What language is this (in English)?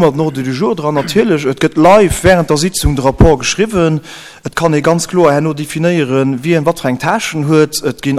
Luxembourgish